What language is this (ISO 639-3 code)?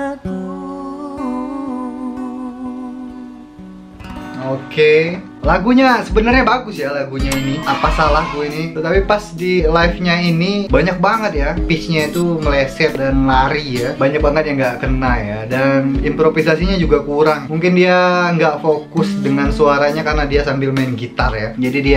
ind